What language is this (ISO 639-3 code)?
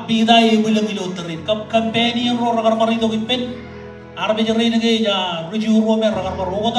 mah